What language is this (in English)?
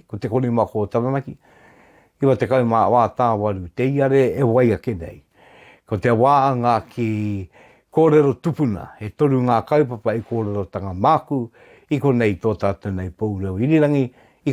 Māori